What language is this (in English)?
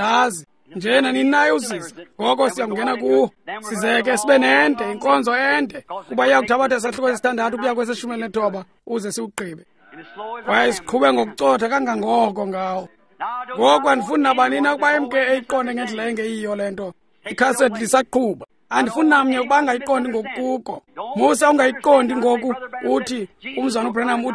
Xhosa